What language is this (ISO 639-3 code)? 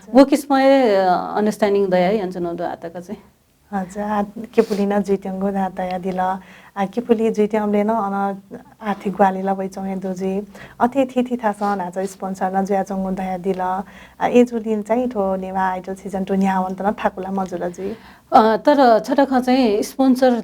new